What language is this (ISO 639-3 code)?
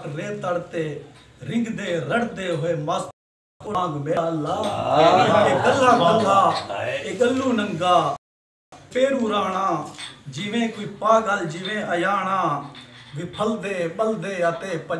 skr